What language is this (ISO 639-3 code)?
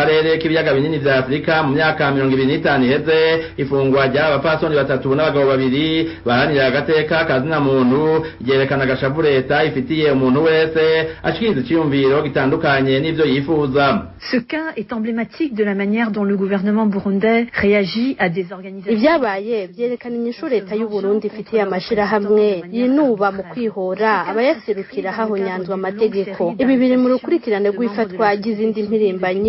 run